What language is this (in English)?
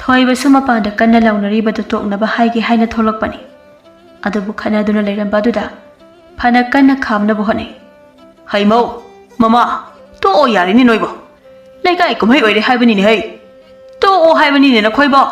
Manipuri